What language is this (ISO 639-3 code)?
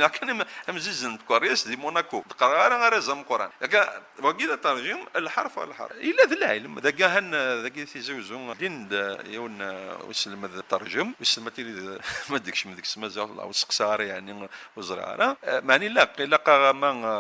kab